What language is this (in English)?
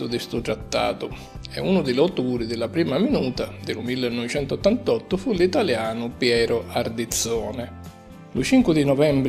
Sicilian